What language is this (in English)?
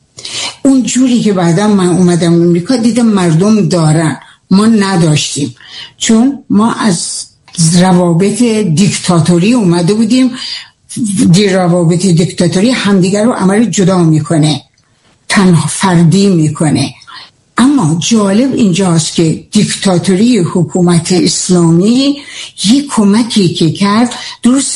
Persian